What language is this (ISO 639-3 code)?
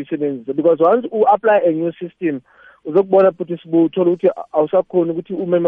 nbl